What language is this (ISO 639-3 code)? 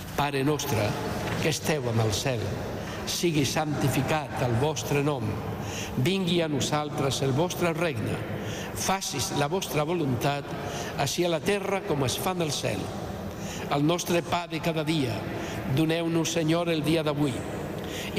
cat